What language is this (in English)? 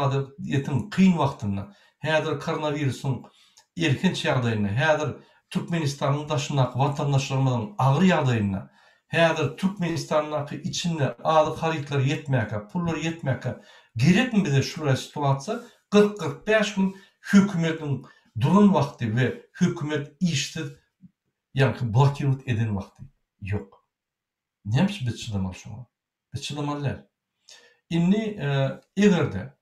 Turkmen